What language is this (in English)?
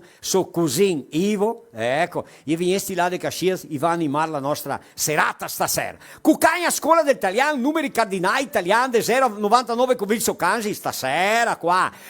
Venetian